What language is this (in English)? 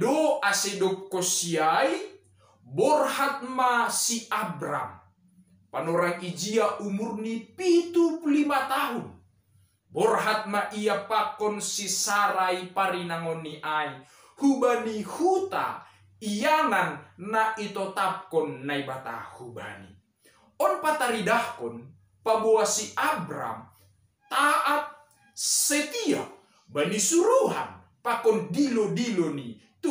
Batak Simalungun